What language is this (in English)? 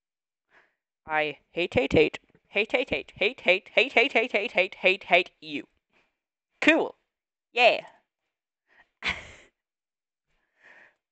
English